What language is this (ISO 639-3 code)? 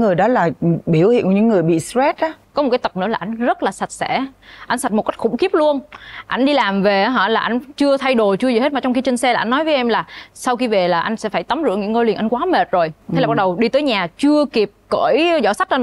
vie